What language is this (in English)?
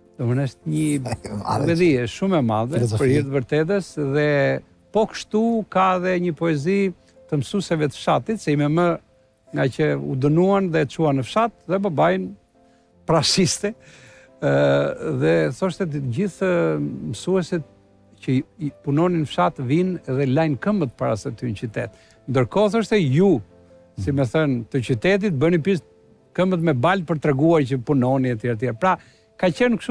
Albanian